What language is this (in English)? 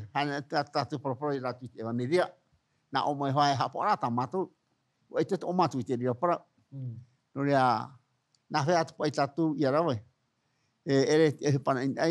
Tahitian